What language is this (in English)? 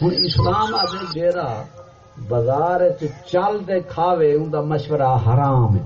Saraiki